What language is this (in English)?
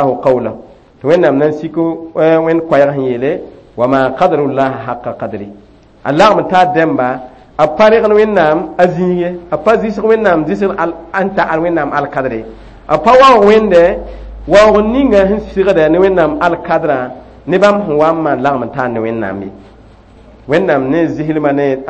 Mossi